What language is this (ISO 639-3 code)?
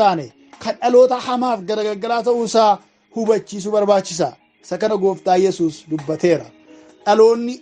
orm